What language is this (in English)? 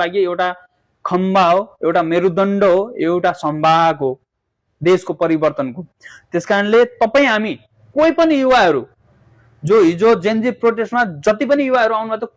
Nepali